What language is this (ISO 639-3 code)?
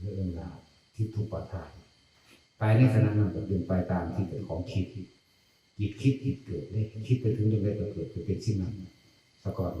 tts